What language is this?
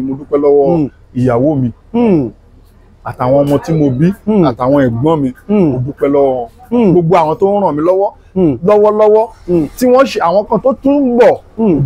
Yoruba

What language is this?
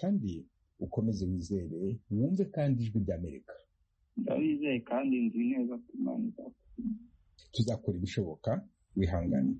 Kinyarwanda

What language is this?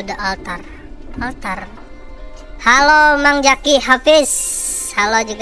Banjar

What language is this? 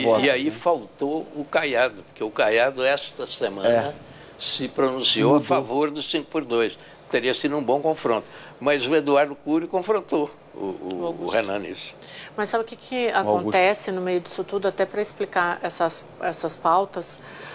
Portuguese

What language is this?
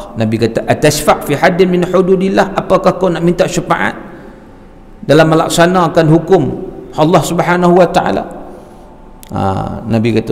Malay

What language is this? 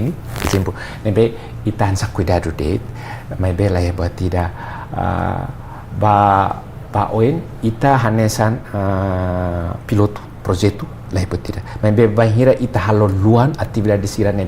Tetum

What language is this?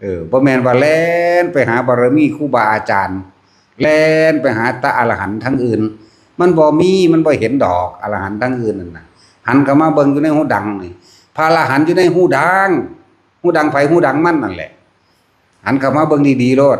Northeastern Thai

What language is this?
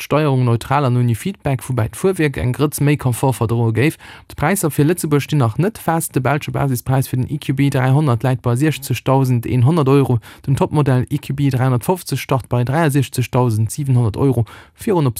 Luxembourgish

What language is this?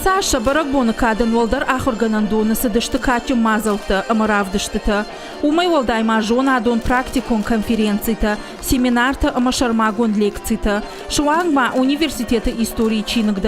Ossetic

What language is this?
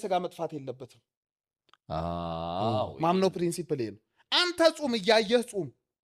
Amharic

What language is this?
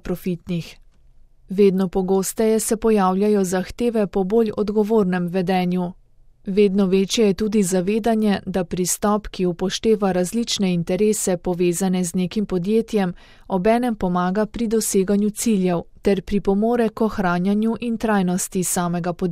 Slovenian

